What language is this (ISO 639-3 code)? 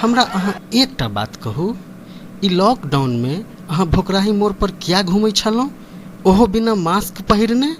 mai